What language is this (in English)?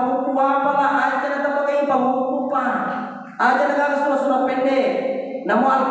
Buginese